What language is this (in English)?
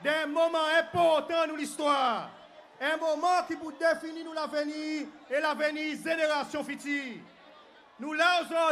Seselwa Creole French